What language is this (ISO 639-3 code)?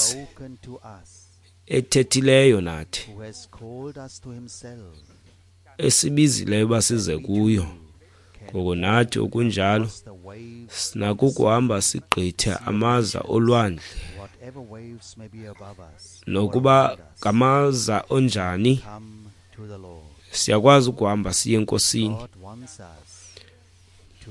xho